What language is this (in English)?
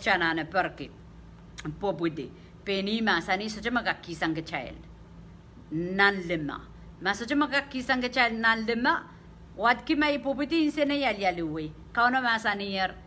Pohnpeian